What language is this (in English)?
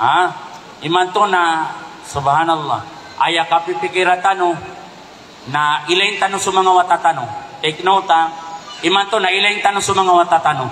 Maranao